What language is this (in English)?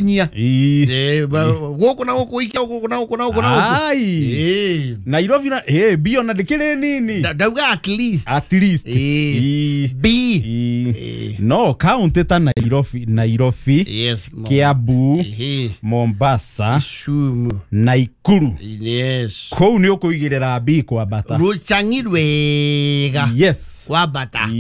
Kikuyu